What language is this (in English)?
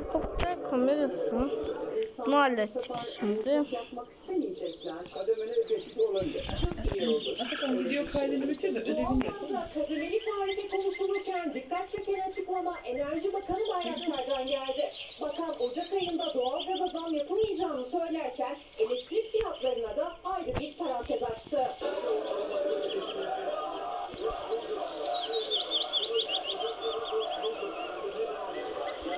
Turkish